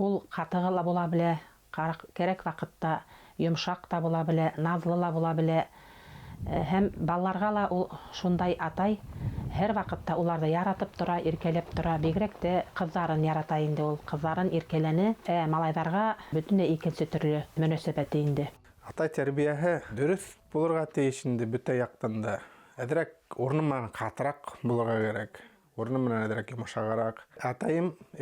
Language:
Bashkir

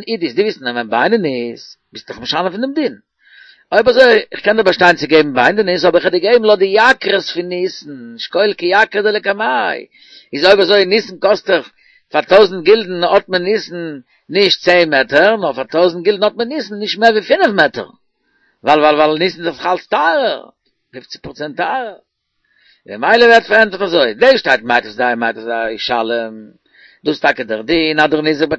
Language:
Yiddish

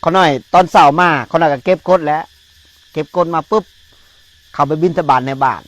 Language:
Northeastern Thai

